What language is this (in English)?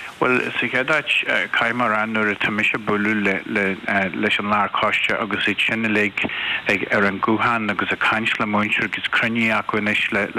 Irish